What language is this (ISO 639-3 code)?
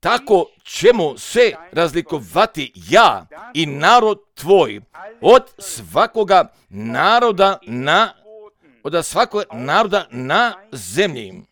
hrv